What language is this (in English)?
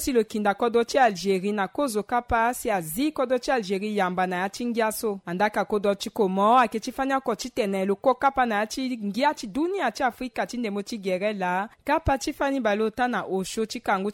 Sango